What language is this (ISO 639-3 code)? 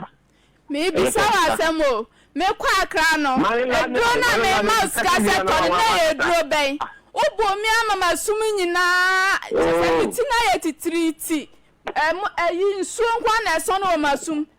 aka